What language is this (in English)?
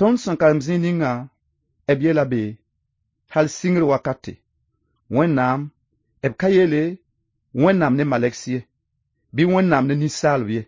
Mossi